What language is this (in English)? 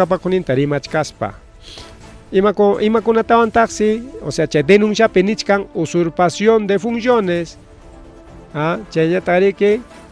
Ayacucho Quechua